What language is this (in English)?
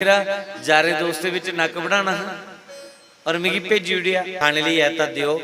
Dogri